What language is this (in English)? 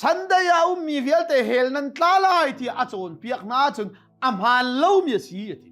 Hakha Chin